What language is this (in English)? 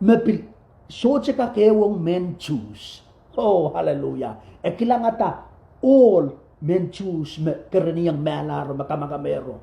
Pohnpeian